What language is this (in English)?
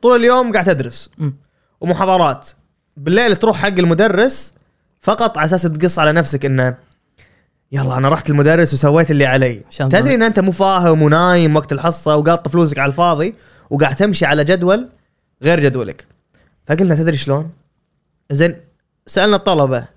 Gulf Arabic